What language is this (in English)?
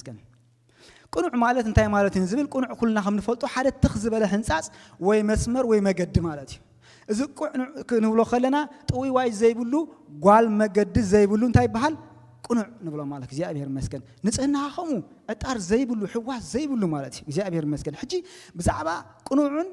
Tigrinya